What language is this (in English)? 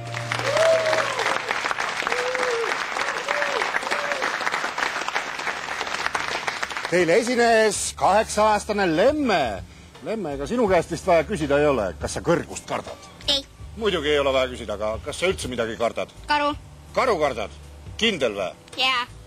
Estonian